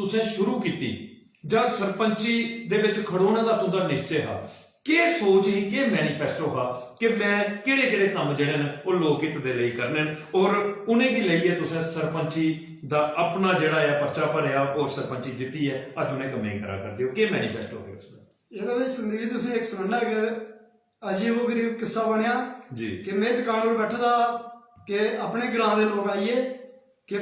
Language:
Dogri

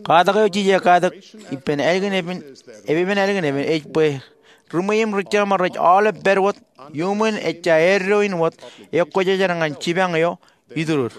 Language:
Marshallese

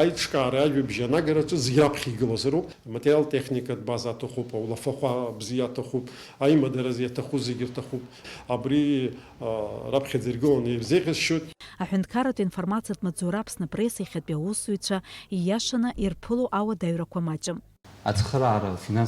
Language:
Abkhazian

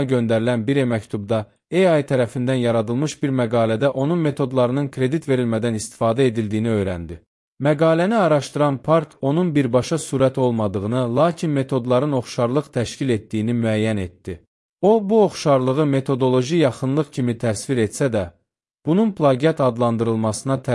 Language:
Azerbaijani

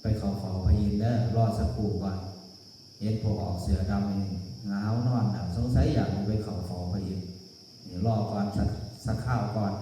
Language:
Lao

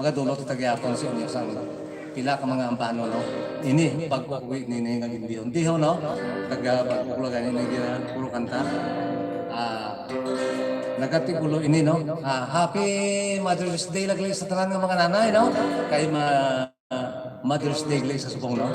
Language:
Hiligaynon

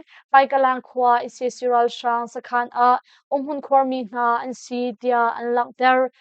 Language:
Hakha Chin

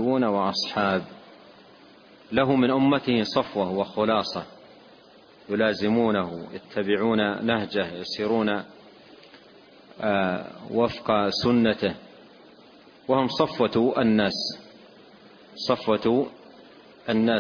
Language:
Arabic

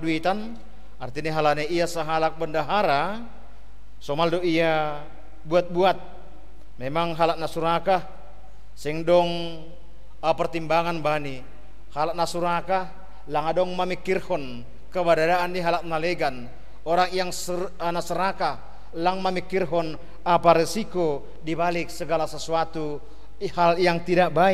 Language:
Batak Simalungun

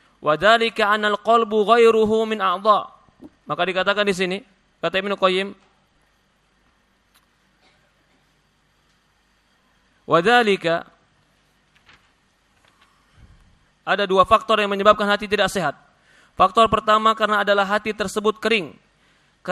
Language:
Indonesian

